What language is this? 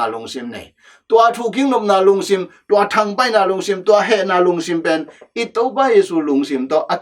Tedim Chin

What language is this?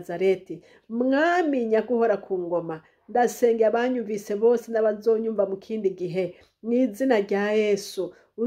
Rundi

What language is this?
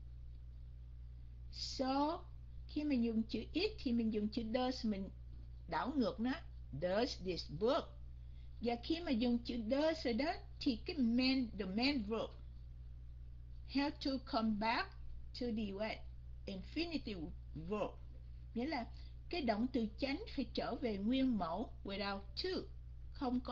Vietnamese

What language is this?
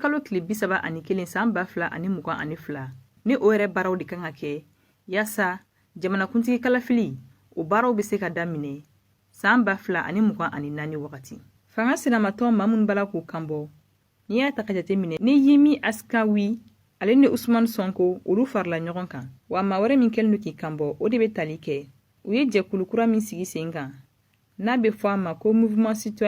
Bambara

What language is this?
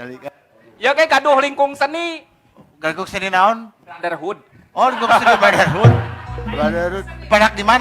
Sundanese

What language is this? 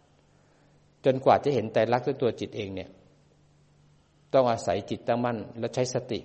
Thai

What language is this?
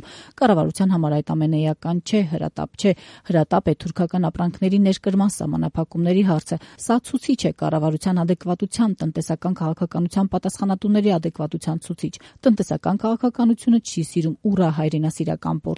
Armenian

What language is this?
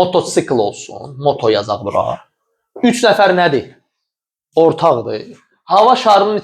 Azerbaijani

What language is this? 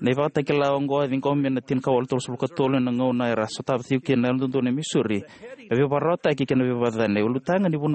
Fijian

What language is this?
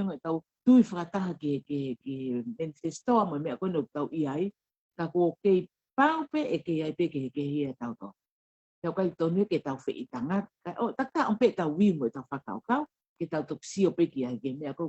Tongan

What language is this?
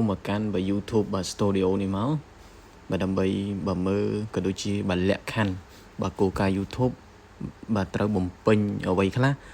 Khmer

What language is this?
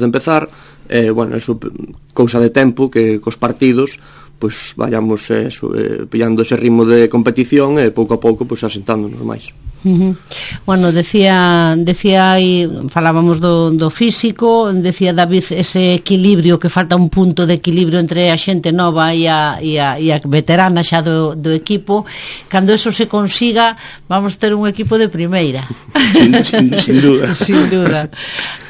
Galician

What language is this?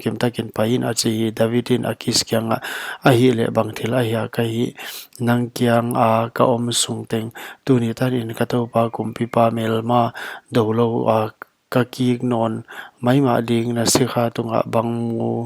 Paite Chin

